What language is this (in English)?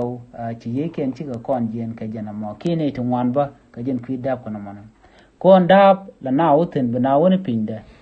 Nuer